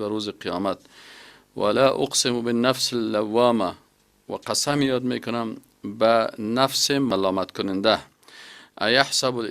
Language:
Persian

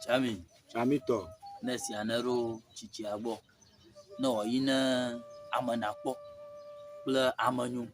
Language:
Ewe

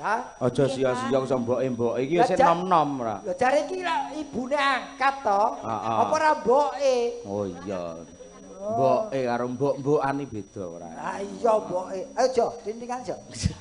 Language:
Javanese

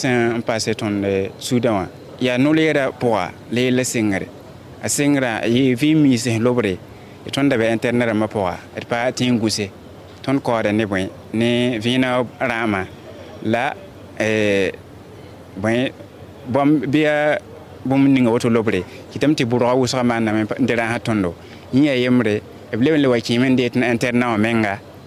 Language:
Mossi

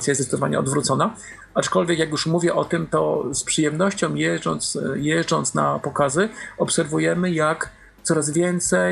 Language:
Polish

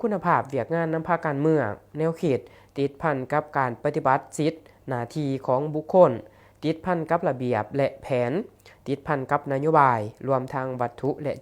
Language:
Lao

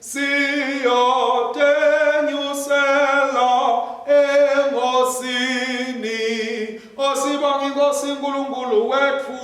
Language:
Swati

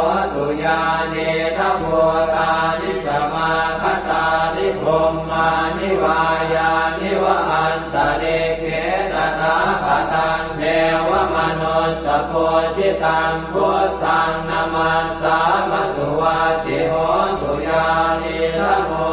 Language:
Pali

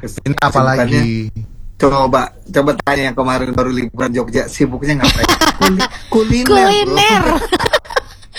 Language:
Indonesian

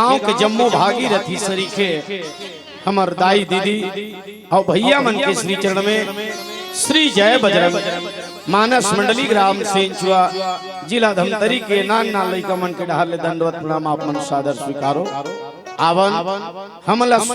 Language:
Chhattisgarhi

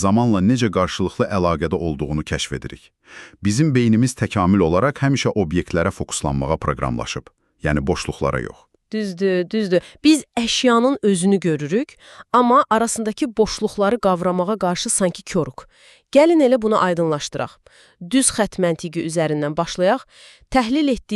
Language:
Azerbaijani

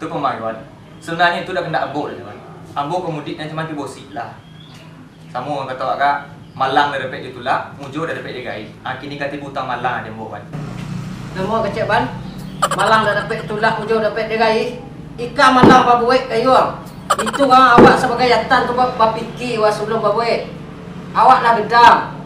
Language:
Minangkabau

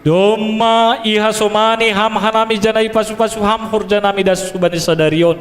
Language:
Batak Simalungun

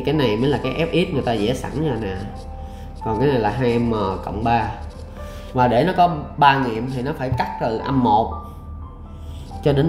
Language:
Vietnamese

